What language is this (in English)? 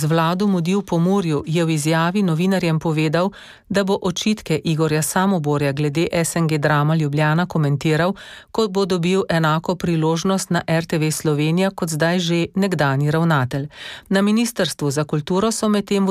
Slovenian